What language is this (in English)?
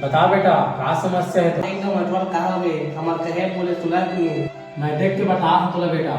Chhattisgarhi